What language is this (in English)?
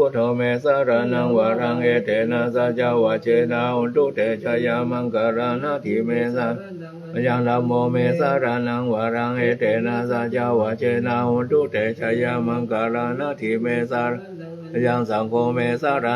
Pali